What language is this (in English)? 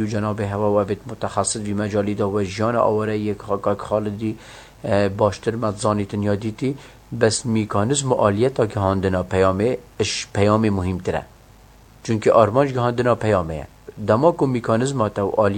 Kurdish